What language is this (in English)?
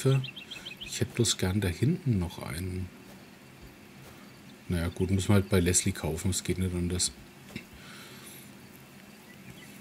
German